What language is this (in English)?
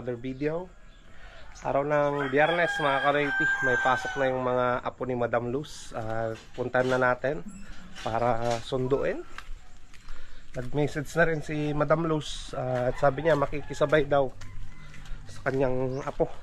Filipino